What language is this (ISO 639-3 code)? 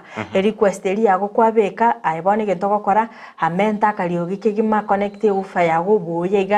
guz